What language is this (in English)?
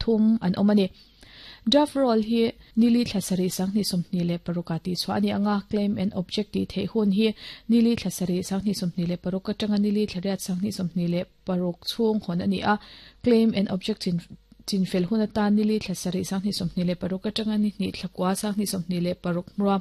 Mizo